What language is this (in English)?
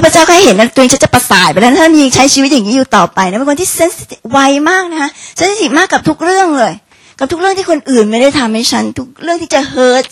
Thai